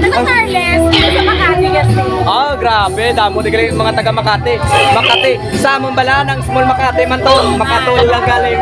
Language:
Hiligaynon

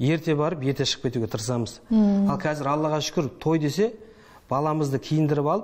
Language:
Kazakh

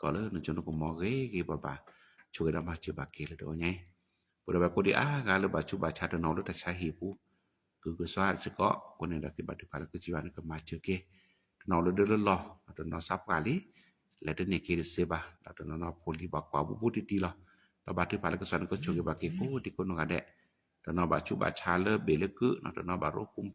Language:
S'gaw Karen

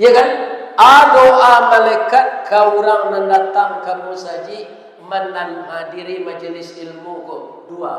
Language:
Minangkabau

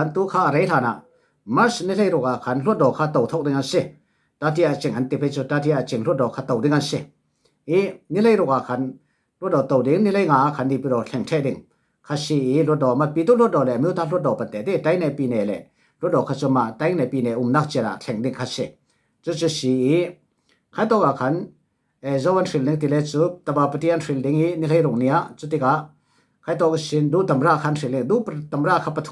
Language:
Falam Chin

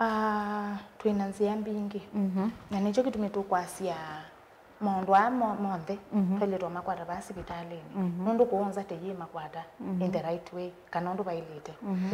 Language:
Kamba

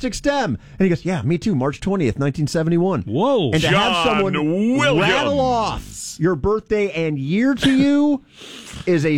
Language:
English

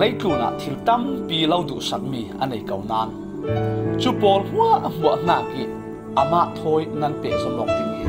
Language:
Falam Chin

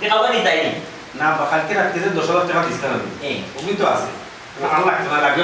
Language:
Sylheti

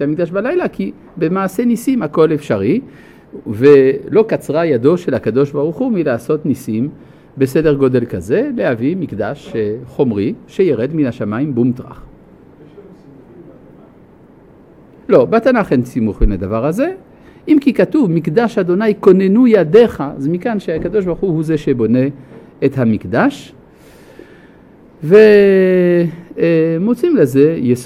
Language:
Hebrew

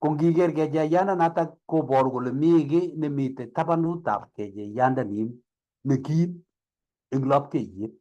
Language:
Kalenjin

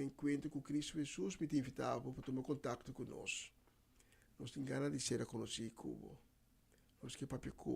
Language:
Papiamento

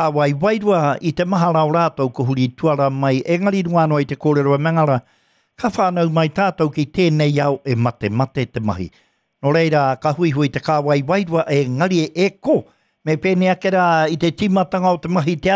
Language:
Māori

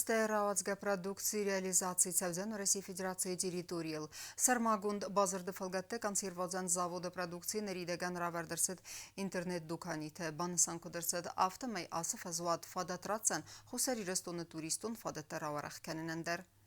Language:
Ossetic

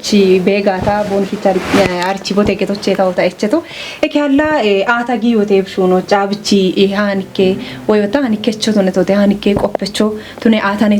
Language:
Kafa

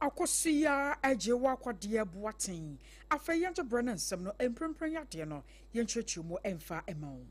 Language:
Akan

